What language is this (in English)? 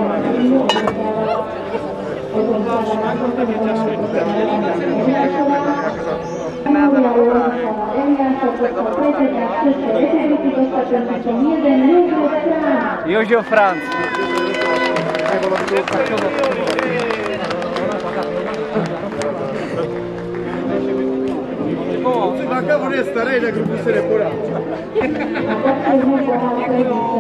Slovak